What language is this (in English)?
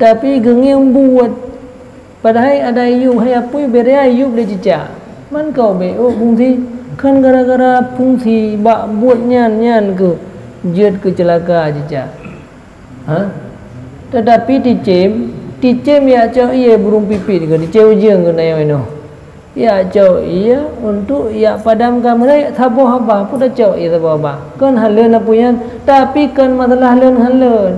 Achinese